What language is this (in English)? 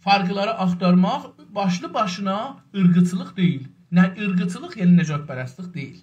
South Azerbaijani